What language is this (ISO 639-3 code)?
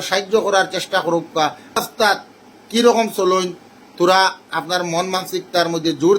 syl